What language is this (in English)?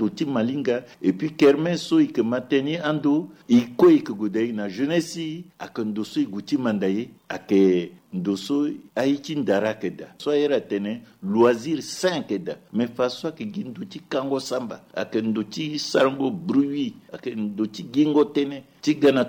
Sango